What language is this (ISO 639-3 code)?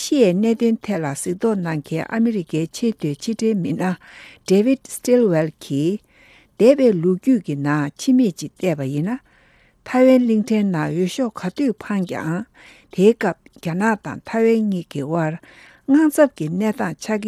bod